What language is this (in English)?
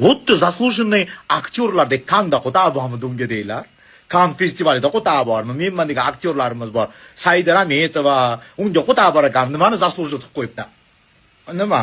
Uzbek